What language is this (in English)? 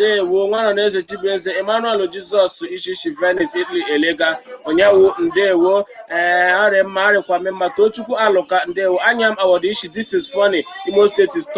Igbo